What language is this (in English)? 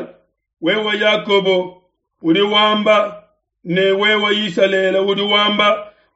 Luba-Lulua